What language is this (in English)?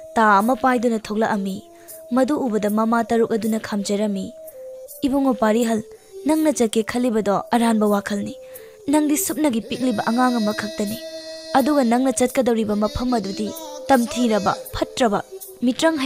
Manipuri